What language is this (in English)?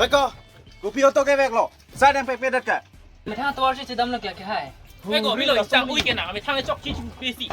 Karbi